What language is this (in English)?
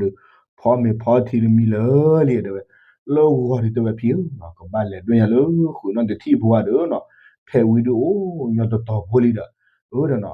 S'gaw Karen